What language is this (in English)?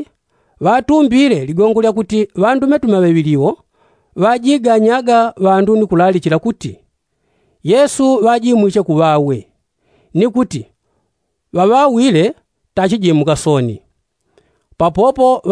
Yao